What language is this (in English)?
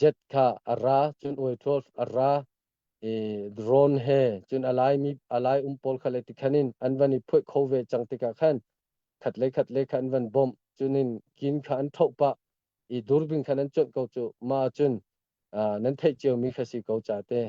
Hakha Chin